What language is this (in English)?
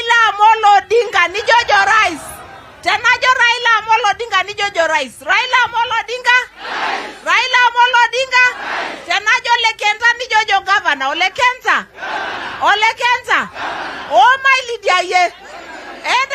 Masai